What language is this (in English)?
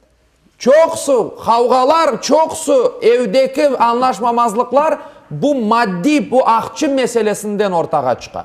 Crimean Tatar